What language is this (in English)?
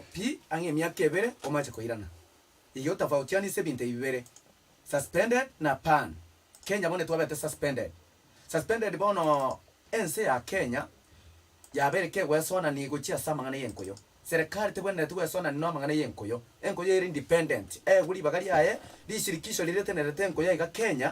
Gusii